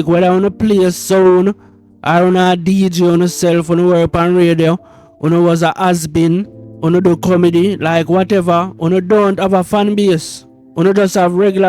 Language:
Jamaican Creole English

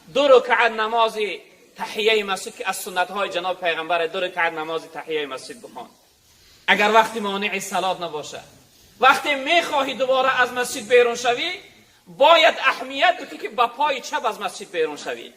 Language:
Tajik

